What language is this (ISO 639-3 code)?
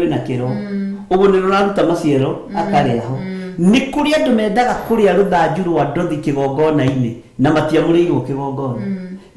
kik